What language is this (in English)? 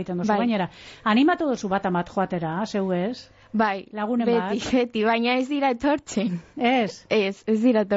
Basque